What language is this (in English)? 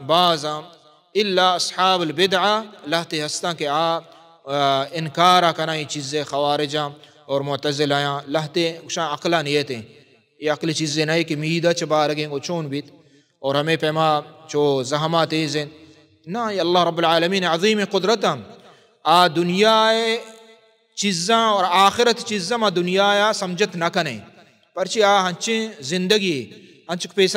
Baluchi